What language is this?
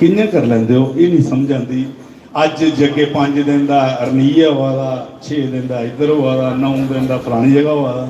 Dogri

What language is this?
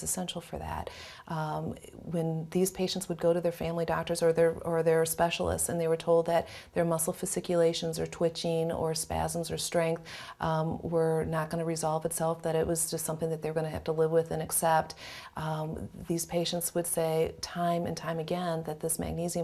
English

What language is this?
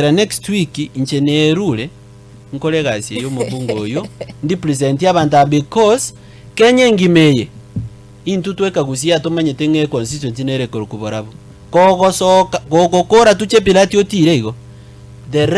Gusii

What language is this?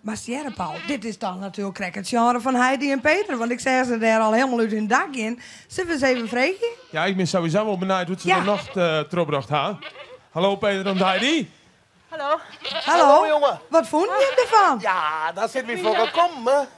Western Frisian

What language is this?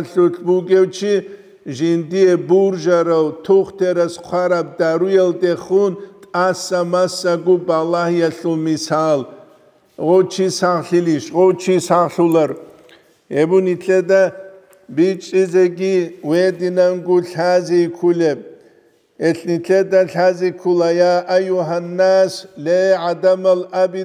Avaric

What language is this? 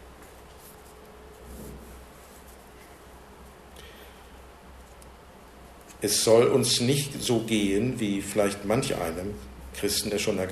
German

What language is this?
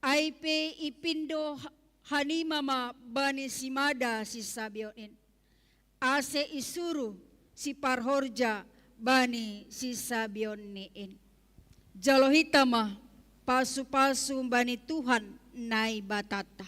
Batak Simalungun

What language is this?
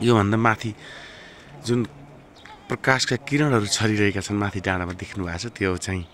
Nepali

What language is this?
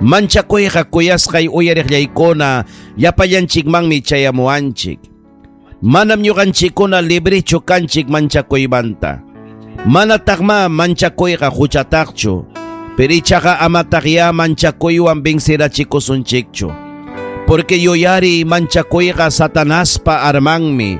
Ayacucho Quechua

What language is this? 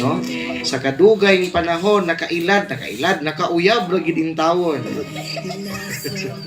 Cebuano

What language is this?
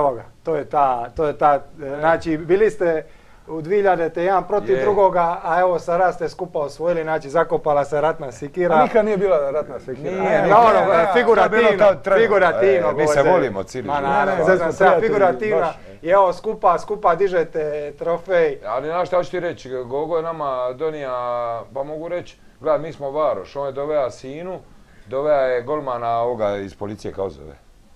Croatian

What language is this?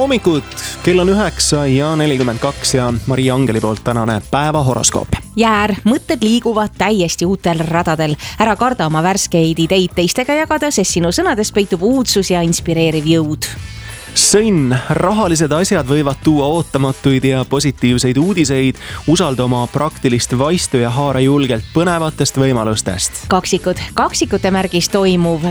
Estonian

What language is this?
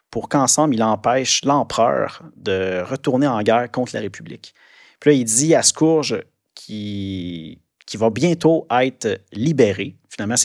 French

